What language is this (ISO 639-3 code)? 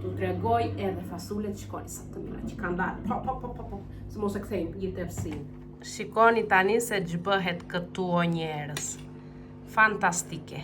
sqi